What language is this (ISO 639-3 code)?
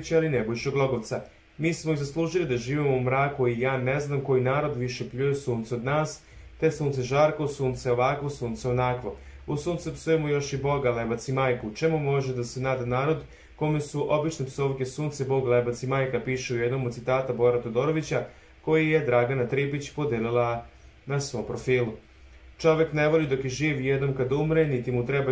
srp